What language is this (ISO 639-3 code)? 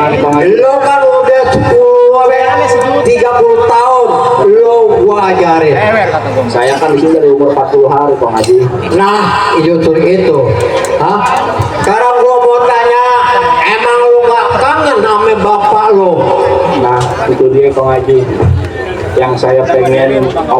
bew